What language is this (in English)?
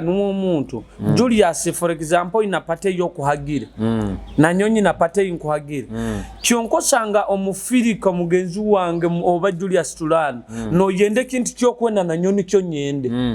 Nyoro